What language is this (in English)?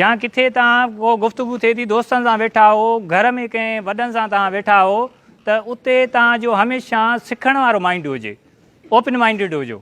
Sindhi